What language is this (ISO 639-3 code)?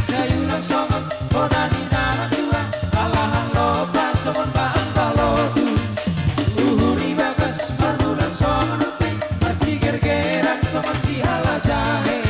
bts